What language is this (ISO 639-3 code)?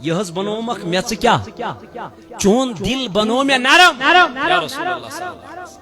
kas